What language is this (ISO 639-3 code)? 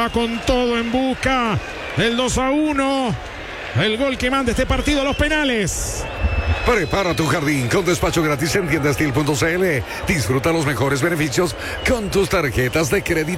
spa